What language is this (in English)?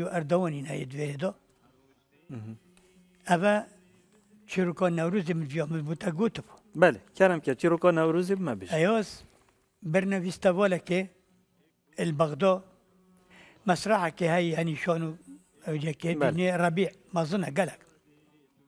Kurdish